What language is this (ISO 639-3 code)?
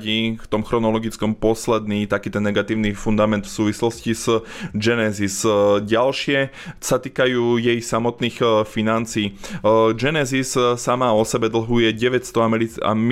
slk